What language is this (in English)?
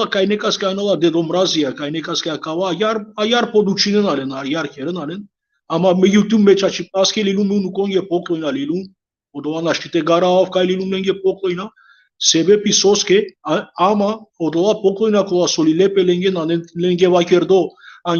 Balkan Romani